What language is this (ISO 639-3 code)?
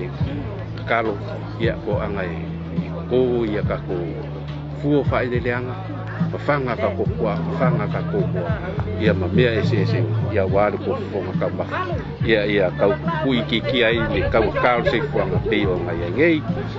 smo